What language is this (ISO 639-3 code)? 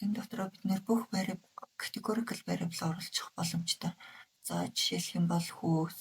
mon